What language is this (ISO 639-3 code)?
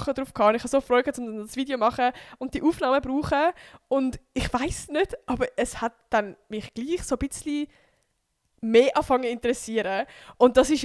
gsw